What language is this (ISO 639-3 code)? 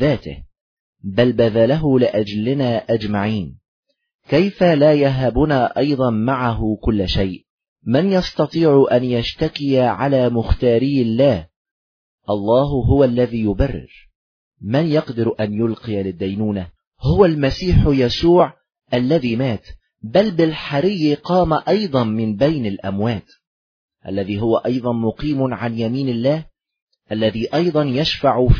ara